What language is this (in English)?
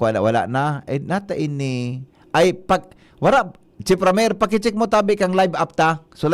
Bikol